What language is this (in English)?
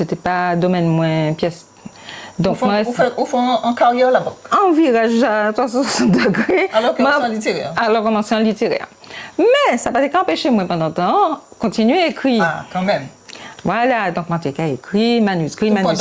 Guadeloupean Creole French